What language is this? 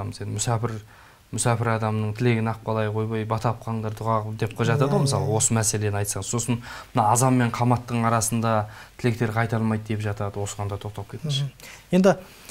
Kazakh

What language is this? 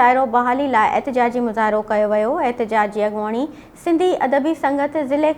Sindhi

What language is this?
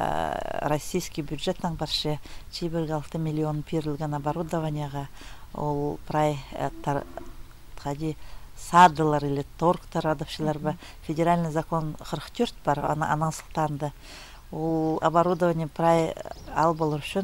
Khakas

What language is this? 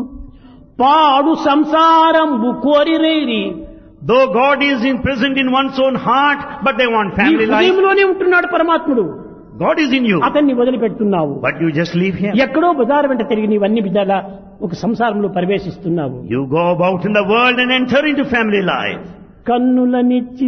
Telugu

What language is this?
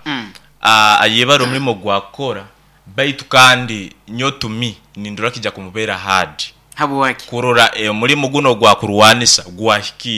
Nyoro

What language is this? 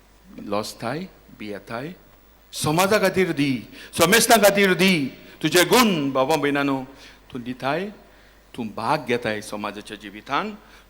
Konkani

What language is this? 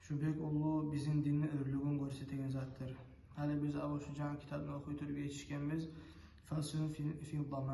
Kumyk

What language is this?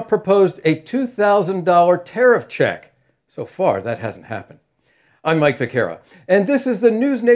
English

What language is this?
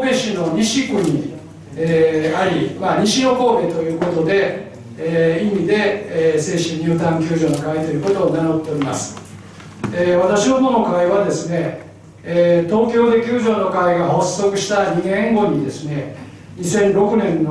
Japanese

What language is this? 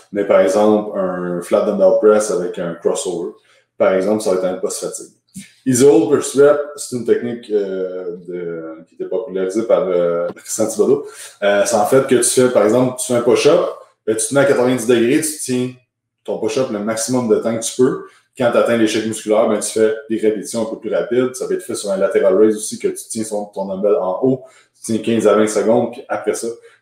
French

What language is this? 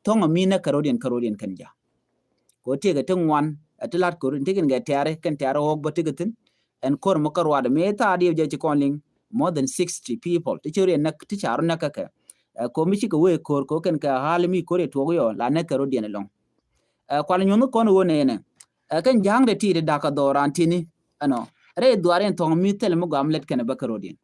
Nuer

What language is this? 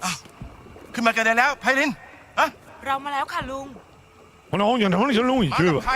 Bavarian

